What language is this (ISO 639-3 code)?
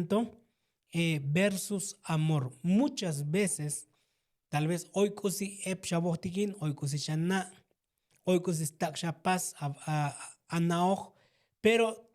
tzo